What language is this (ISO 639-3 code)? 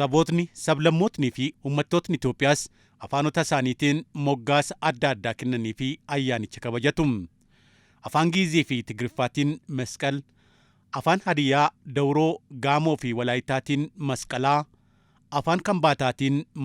orm